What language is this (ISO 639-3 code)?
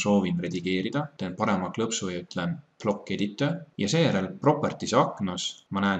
est